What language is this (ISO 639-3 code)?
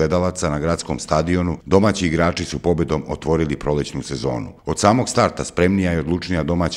srp